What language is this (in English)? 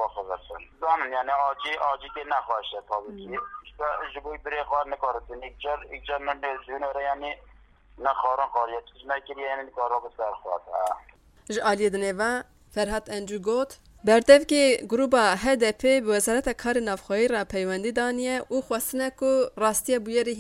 Kurdish